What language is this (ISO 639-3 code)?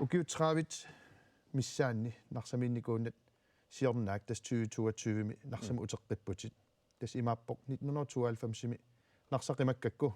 kal